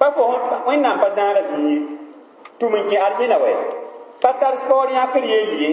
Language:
Mossi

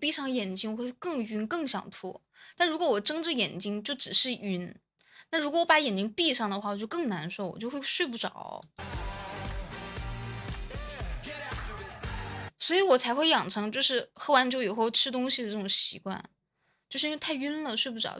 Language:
Chinese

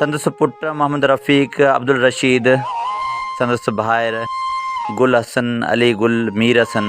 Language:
Sindhi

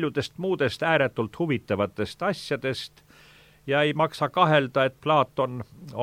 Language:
Estonian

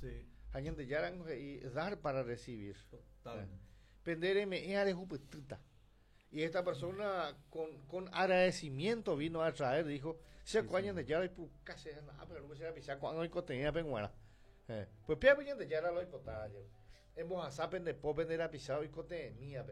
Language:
Guarani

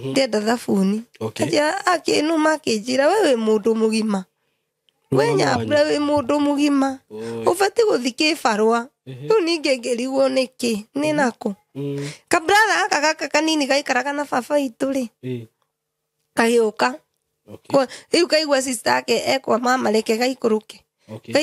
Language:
Kikuyu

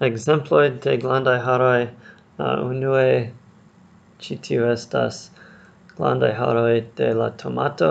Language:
Esperanto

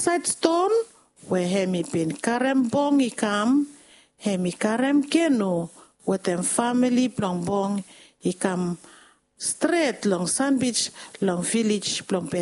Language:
Bislama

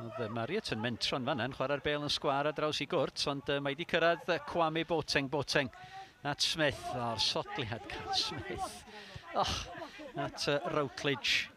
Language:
Welsh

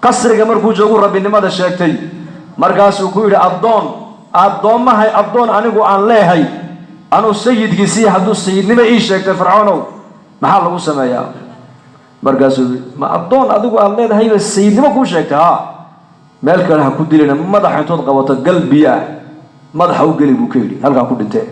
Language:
Somali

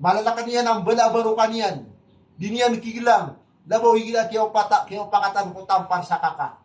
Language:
Maranao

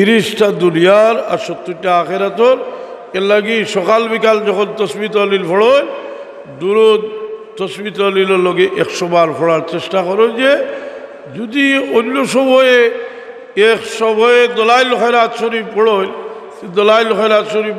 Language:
Sylheti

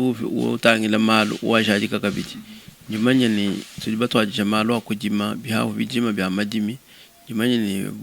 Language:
Luba-Lulua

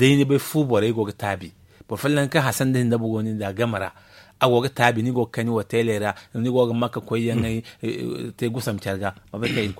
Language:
Zarma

